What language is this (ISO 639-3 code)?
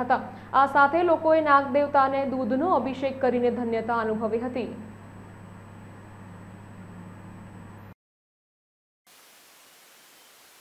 guj